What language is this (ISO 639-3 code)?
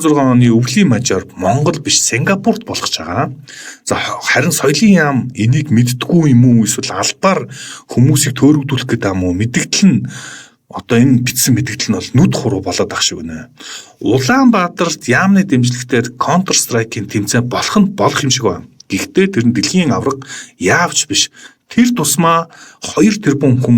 mon